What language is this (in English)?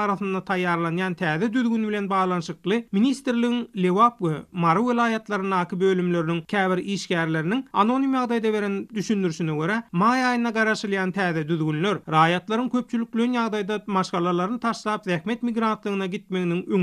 Turkmen